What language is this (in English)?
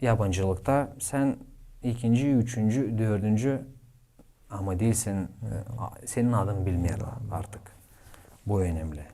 Gagauz